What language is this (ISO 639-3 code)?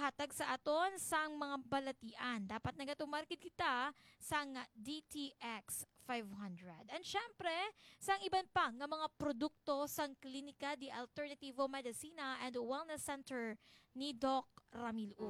hil